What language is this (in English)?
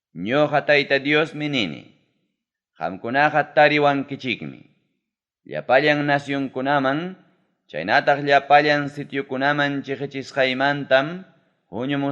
Ayacucho Quechua